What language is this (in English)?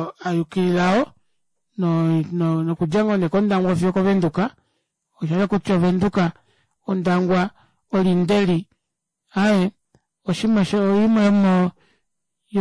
Kuanyama